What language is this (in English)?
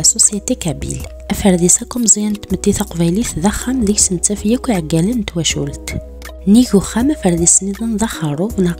Kabyle